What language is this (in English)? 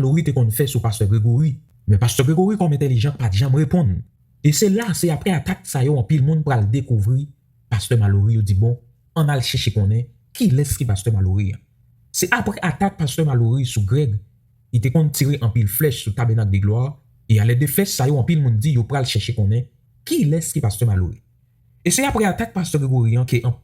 Haitian Creole